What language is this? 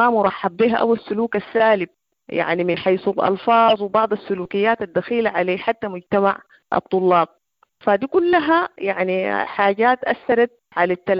Sudanese Arabic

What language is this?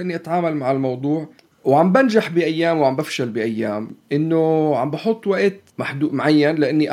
North Levantine Arabic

